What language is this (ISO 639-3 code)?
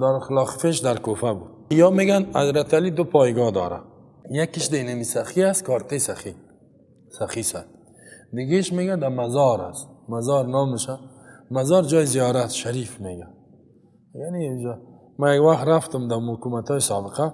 fas